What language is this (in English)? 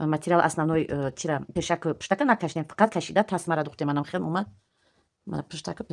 Tajik